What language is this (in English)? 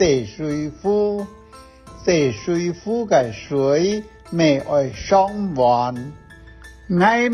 Hakka Chinese